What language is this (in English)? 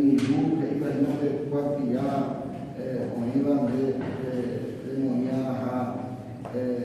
Guarani